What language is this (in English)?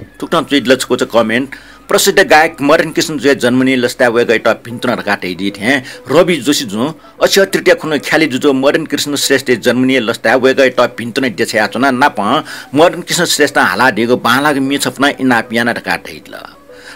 Newari